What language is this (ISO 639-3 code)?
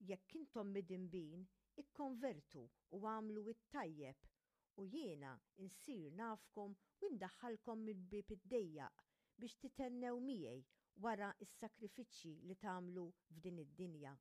mlt